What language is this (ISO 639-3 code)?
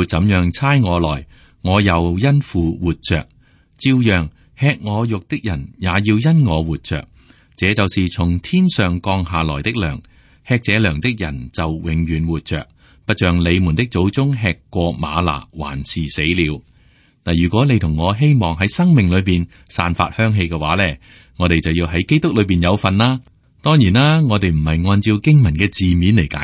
yue